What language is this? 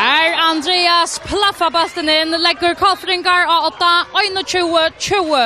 Faroese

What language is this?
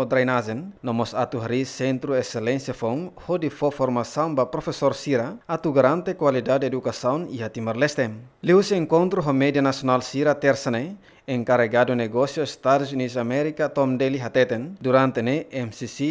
Tetum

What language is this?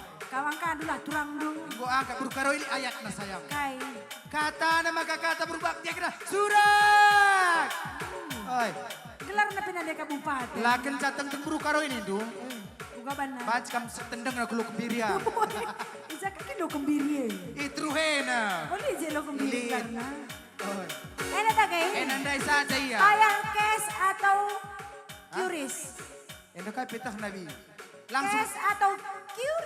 Batak Karo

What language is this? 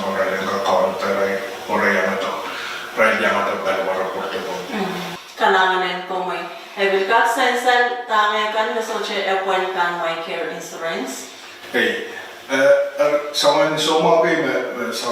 Pohnpeian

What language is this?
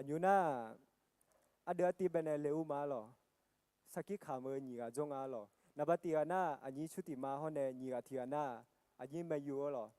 Akha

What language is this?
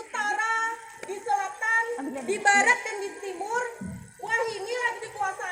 Banjar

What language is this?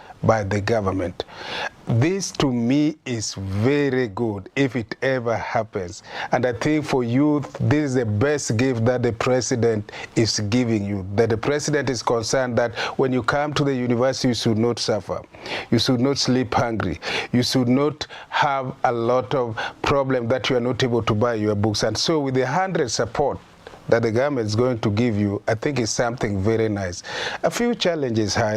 Meru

